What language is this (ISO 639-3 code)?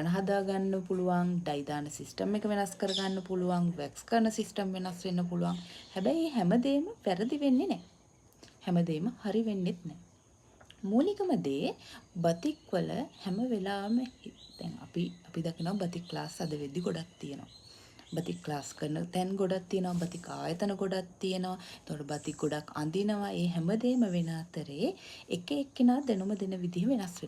sin